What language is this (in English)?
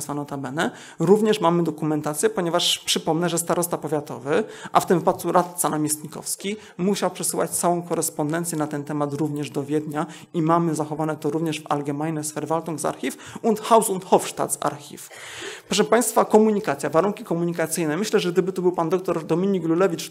Polish